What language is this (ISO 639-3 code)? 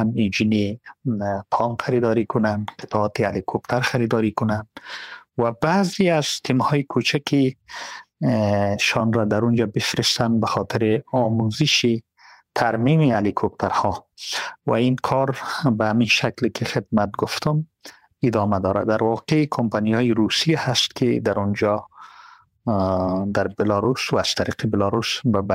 fas